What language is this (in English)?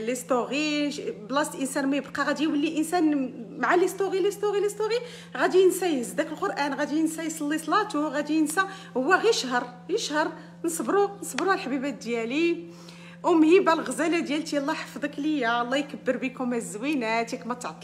Moroccan Arabic